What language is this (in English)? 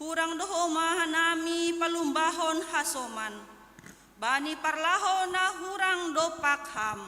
Batak Simalungun